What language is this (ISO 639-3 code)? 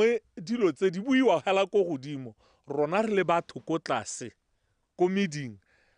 tsn